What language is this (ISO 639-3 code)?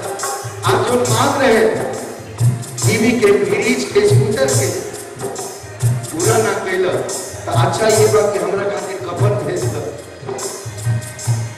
bho